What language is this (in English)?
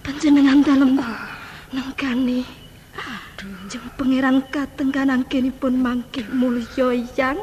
Javanese